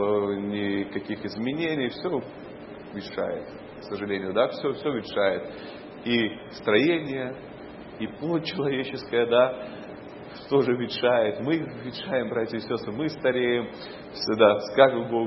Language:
Russian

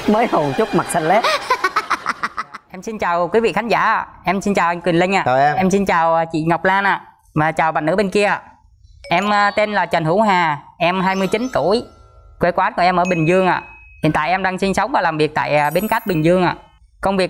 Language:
Vietnamese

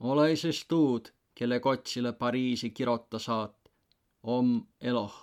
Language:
Võro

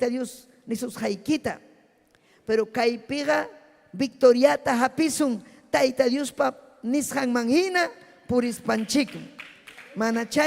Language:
Ayacucho Quechua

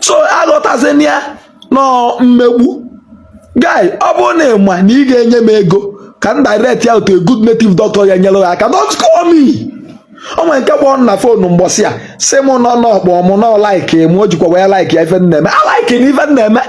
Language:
Igbo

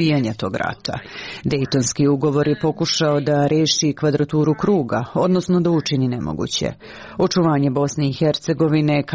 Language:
Serbian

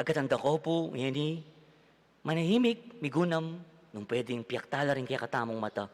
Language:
Pampanga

